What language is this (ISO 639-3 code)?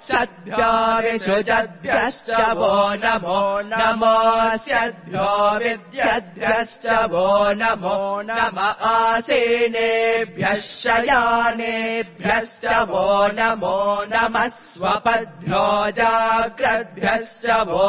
san